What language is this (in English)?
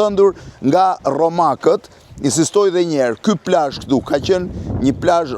Albanian